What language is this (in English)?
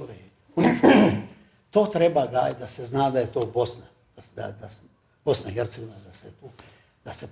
Bosnian